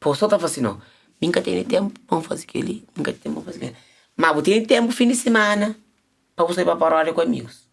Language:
Kabuverdianu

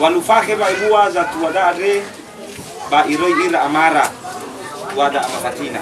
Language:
Nias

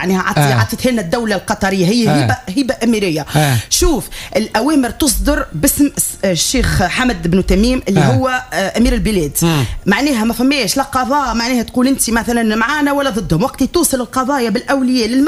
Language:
Tunisian Arabic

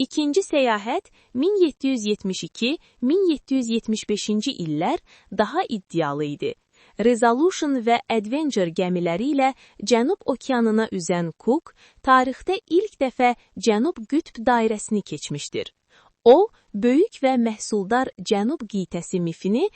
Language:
Azerbaijani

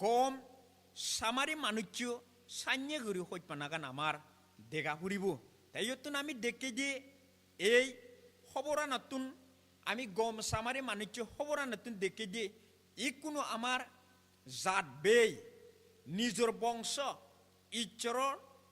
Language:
Chakma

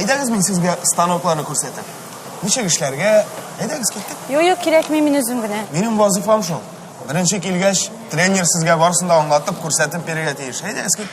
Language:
Tatar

